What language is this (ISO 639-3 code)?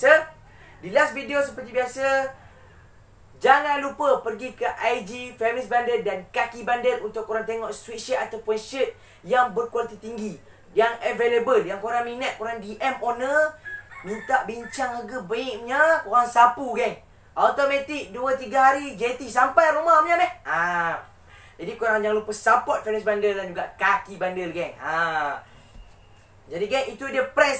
msa